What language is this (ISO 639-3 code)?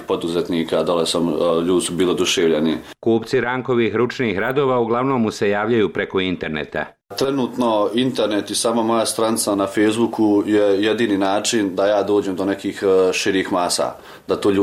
bos